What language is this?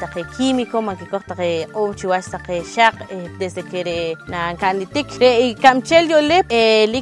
Poqomchi'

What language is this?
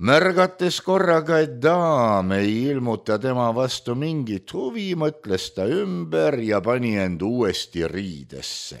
Estonian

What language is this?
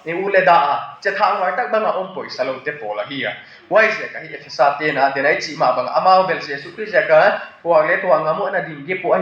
Tedim Chin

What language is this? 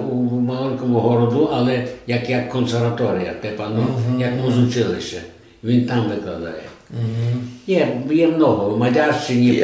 Rusyn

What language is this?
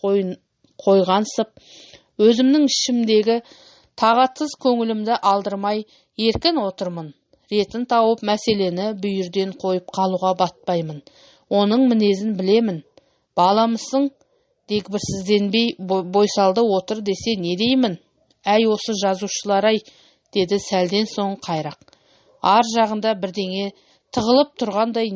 Kazakh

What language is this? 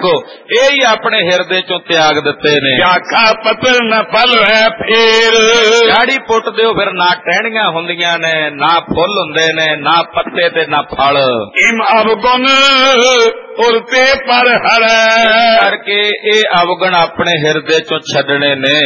Punjabi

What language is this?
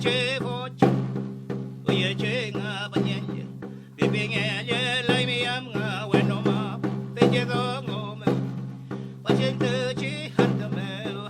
Mapuche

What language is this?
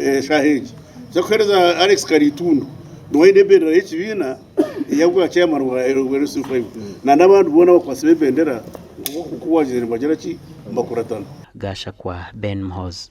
Nyankole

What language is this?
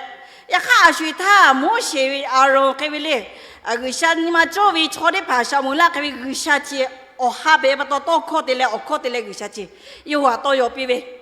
Lahu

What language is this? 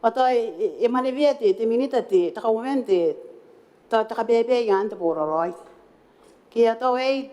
Gilbertese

